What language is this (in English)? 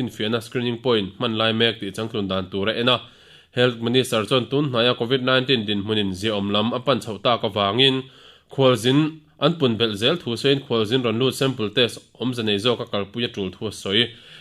Mizo